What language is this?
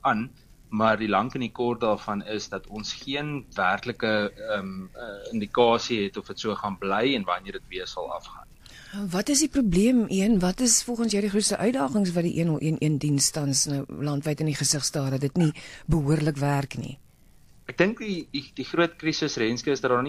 Afrikaans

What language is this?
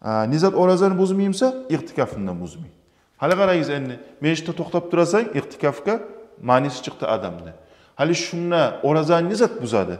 Kumyk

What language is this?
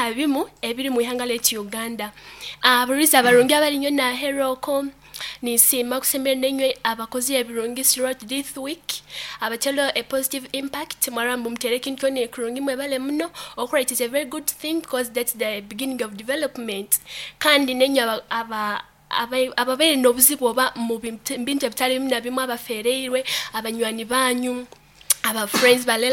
Nyoro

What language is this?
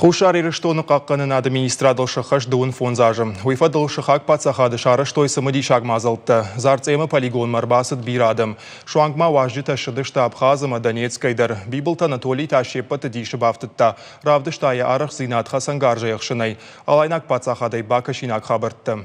Ossetic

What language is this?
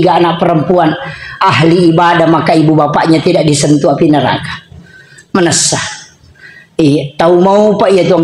Buginese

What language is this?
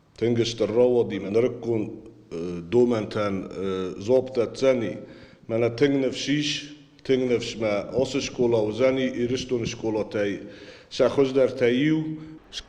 Ossetic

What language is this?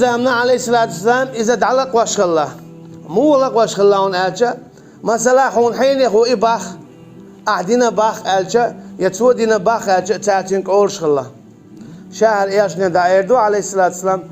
Chechen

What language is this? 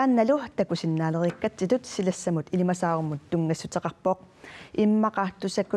Kalaallisut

